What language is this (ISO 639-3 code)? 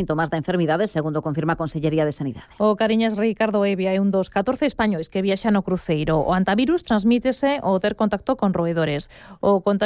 glg